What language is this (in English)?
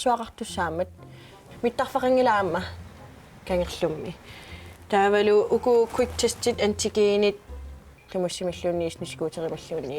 Kalaallisut